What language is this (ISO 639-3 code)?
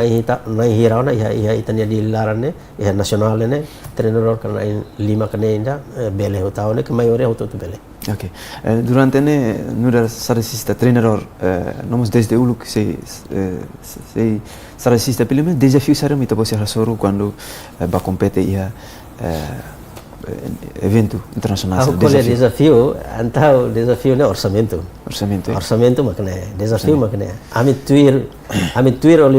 tet